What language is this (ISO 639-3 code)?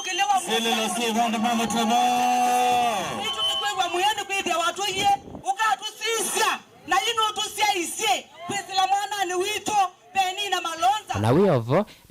kam